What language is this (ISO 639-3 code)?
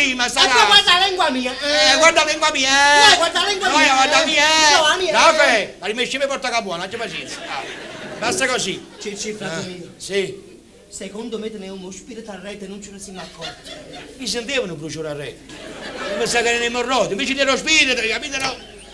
nap